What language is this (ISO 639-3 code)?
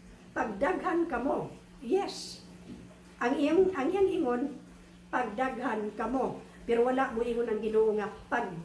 ceb